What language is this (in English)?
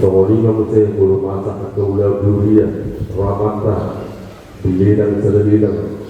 Batak Toba